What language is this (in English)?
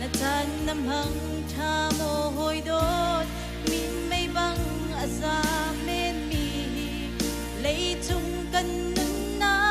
Hakha Chin